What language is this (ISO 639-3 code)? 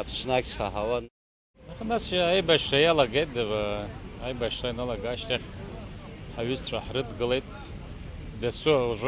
abk